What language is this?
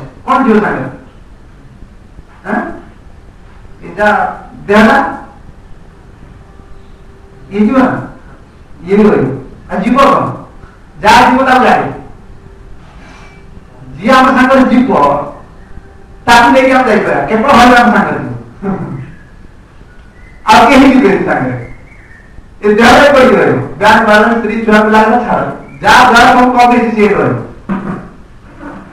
Odia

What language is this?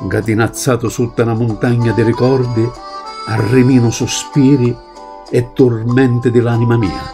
Sicilian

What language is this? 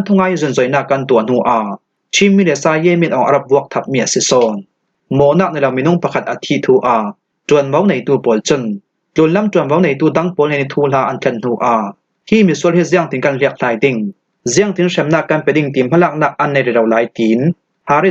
Falam Chin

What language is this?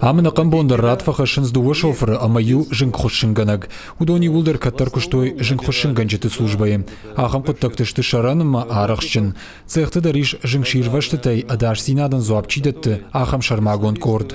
Ossetic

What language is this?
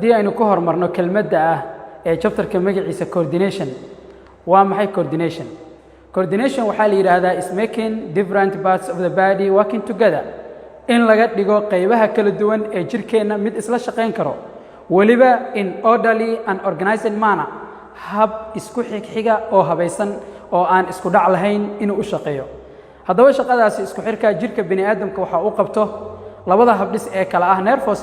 Somali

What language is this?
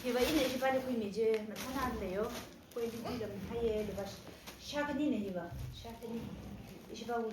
Tangkhul Naga (India)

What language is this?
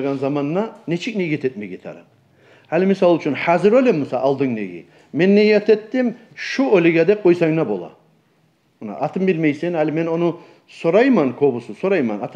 Kumyk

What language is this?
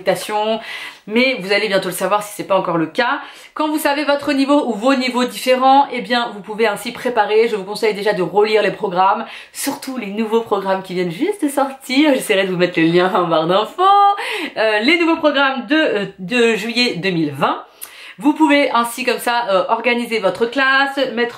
French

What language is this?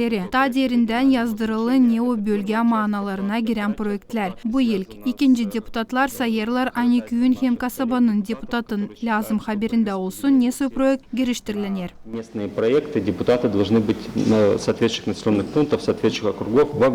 Gagauz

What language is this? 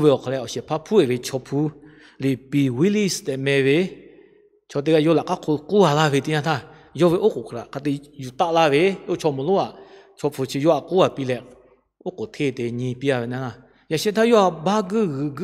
Lahu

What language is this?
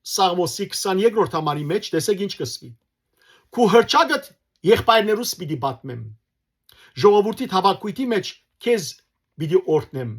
Western Armenian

